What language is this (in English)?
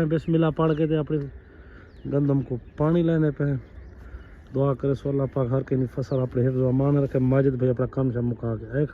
Saraiki